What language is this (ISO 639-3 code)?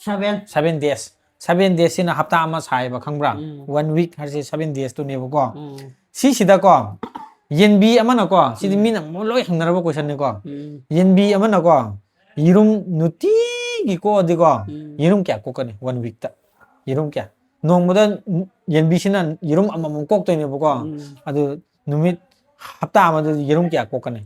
mni